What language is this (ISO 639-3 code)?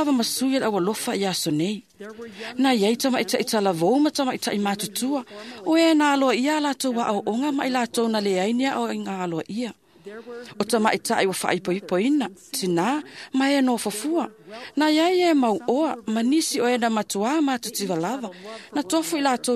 smo